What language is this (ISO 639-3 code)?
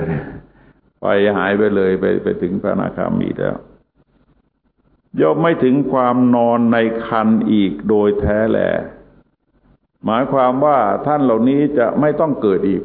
tha